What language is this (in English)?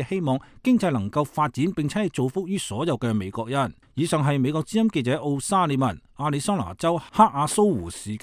Cantonese